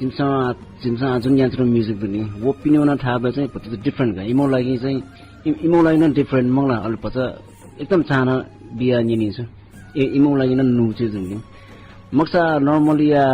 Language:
Newari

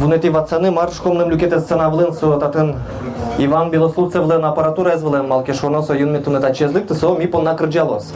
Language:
Udmurt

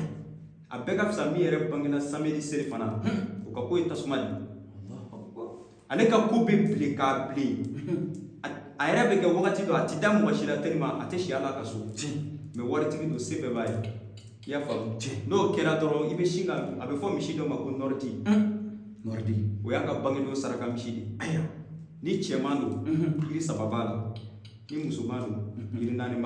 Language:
Bambara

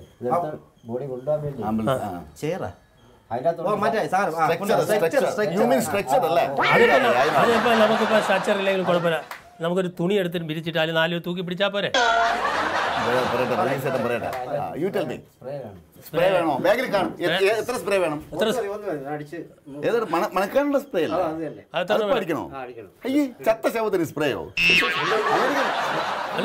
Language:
Malayalam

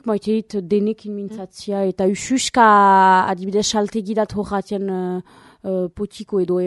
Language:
Basque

